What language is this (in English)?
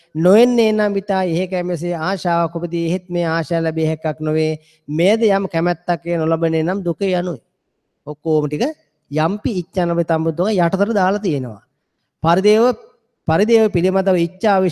Sinhala